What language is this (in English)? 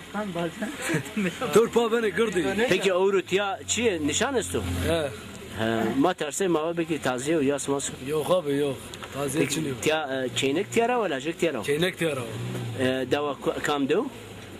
Zaza